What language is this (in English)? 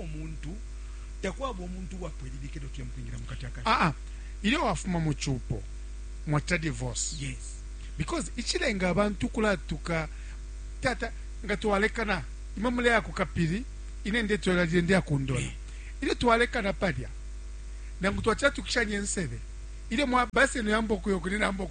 Bemba